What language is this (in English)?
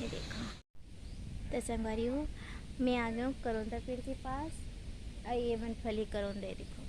Chhattisgarhi